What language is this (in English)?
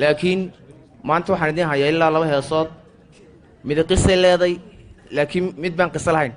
Somali